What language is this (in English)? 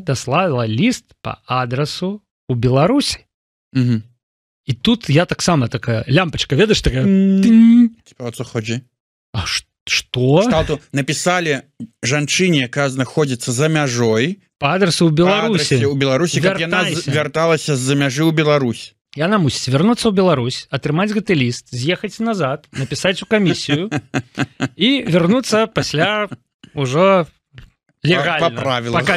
Belarusian